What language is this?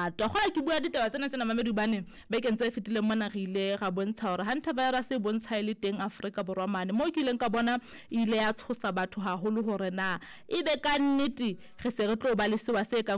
Southern Sotho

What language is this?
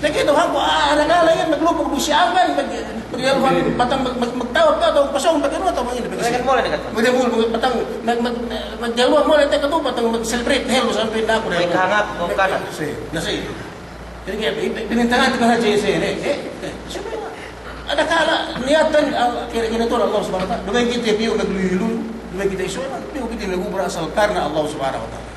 Yakan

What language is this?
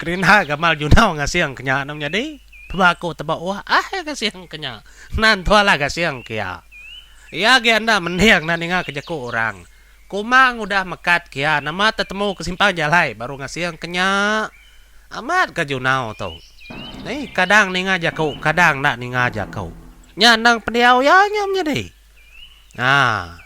Iban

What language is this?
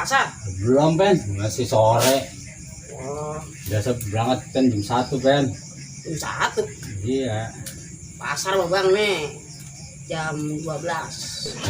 Betawi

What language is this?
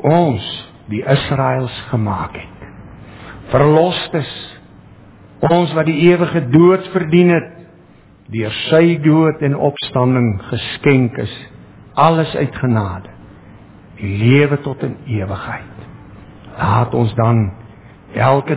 Afrikaans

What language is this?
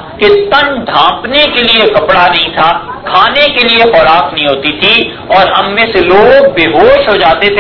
Urdu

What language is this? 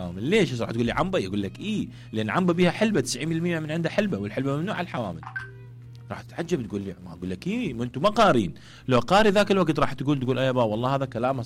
Mesopotamian Arabic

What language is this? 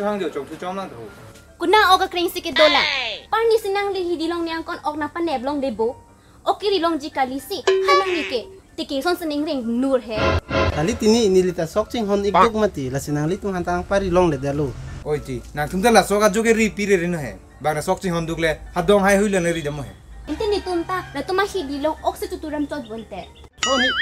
Karbi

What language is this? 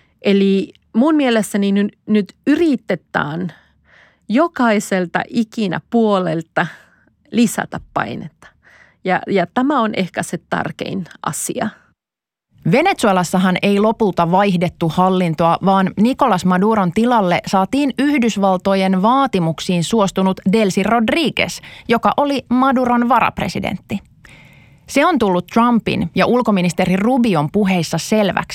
Finnish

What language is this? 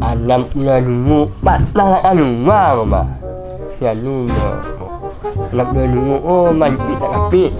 Minangkabau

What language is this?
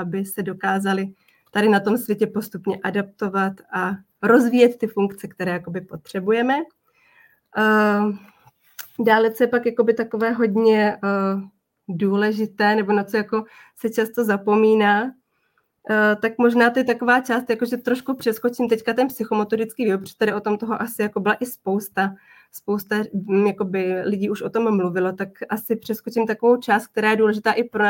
Czech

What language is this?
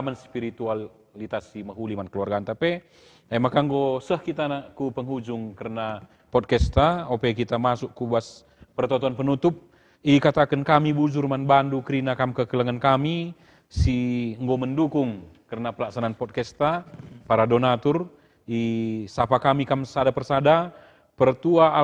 Batak Karo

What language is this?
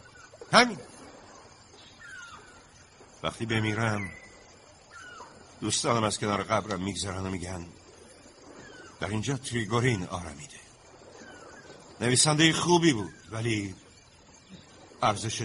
Persian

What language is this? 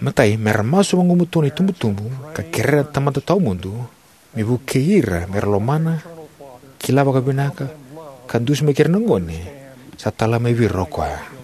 Fijian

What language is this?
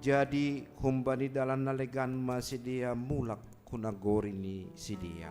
Batak Simalungun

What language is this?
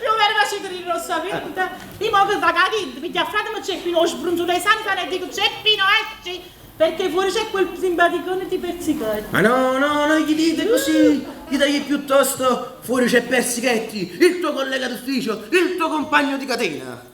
Neapolitan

